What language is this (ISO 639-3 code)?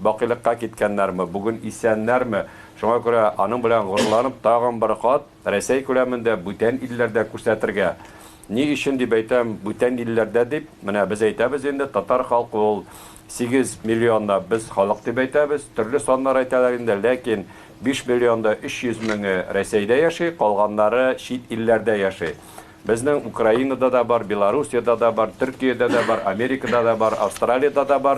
tat